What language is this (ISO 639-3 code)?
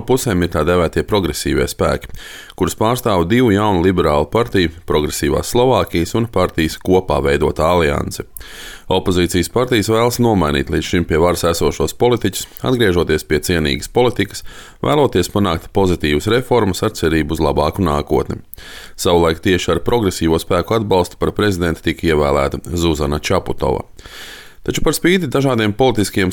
lav